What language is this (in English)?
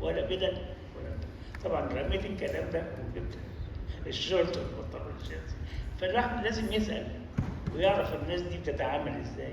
Egyptian Arabic